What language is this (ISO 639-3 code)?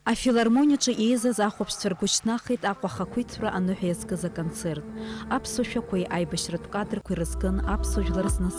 abk